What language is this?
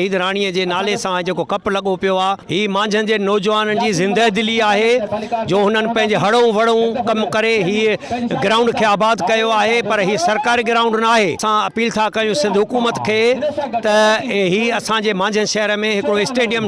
Sindhi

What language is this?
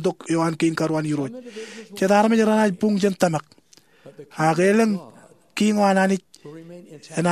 Marshallese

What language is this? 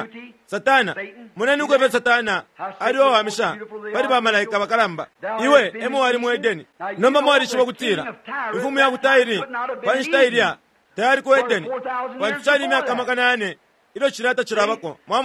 Bemba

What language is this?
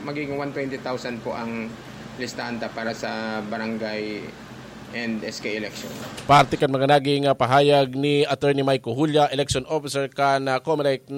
Bikol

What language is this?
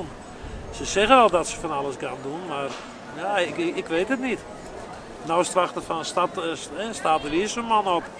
Western Frisian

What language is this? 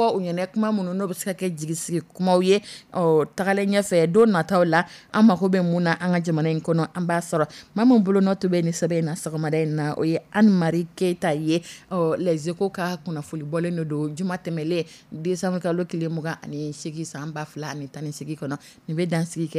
Dyula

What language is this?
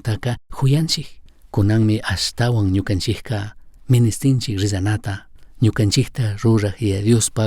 Chimborazo Highland Quichua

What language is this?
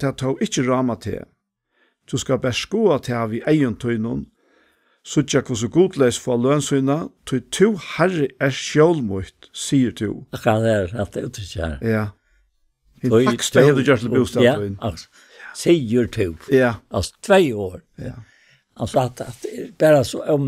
Faroese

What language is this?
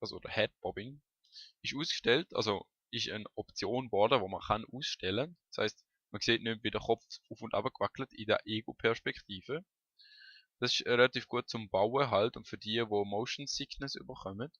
Swiss German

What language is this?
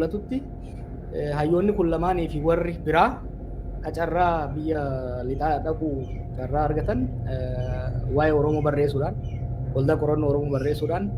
Oromo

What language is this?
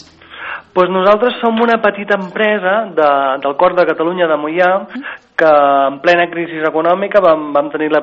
Catalan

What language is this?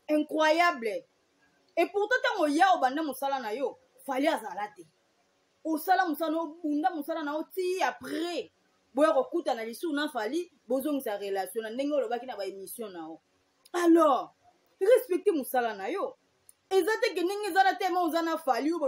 Lingala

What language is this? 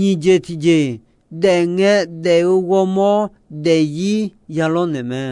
Akha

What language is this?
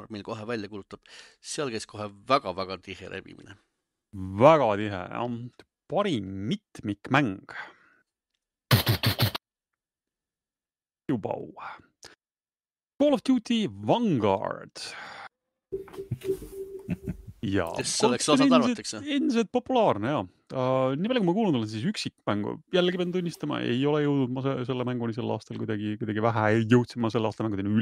Estonian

